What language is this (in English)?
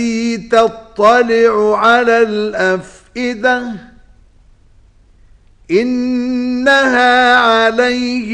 Arabic